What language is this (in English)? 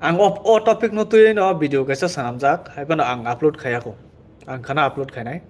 Kok Borok